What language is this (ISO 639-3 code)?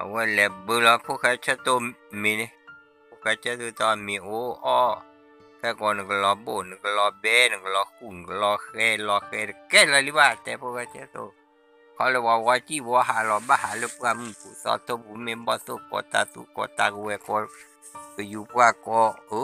ksw